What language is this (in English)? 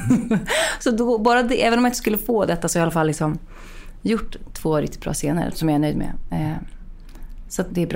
Swedish